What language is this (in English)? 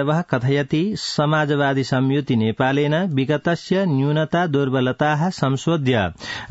Sanskrit